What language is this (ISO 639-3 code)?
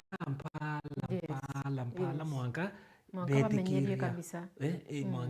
mer